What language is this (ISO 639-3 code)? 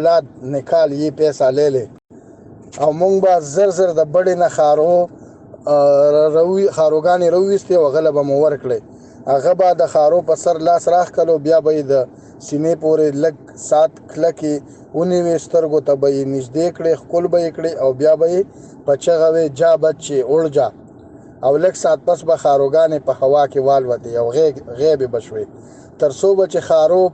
pus